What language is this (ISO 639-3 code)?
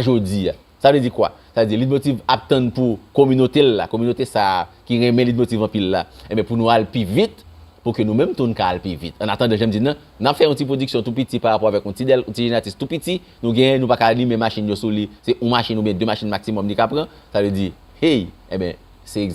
hat